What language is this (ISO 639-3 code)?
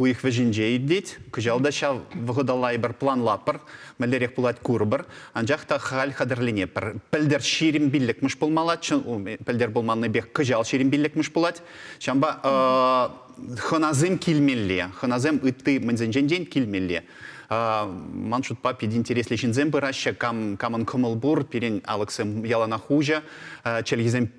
chv